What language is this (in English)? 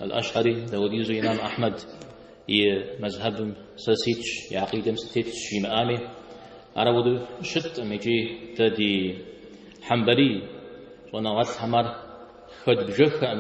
Kabardian